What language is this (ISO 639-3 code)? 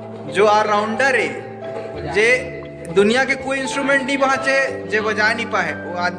hne